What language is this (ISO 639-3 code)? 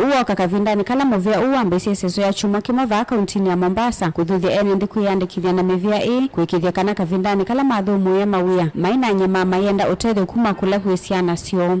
kam